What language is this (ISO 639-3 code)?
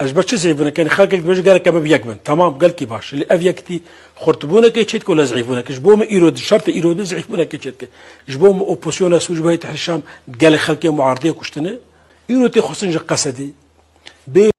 kur